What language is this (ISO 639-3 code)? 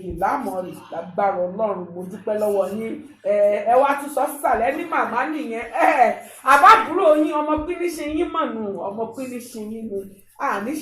yor